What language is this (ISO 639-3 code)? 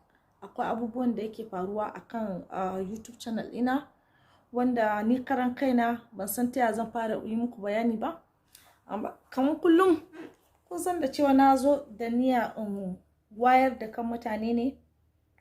hau